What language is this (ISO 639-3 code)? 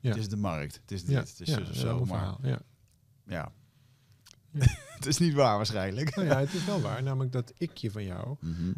nld